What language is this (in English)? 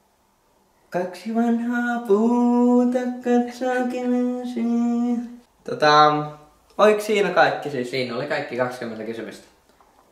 Finnish